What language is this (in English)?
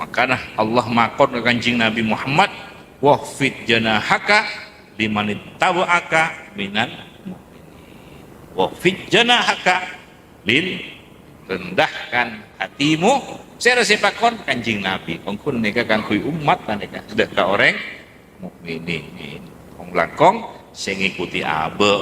Madurese